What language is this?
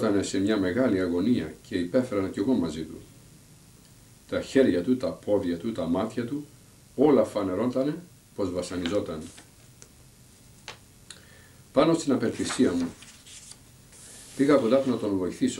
Greek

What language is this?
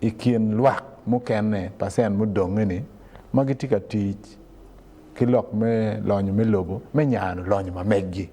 Acoli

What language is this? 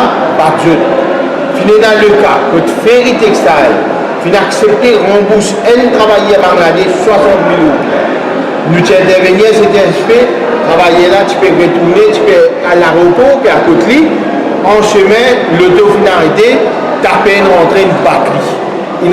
Morisyen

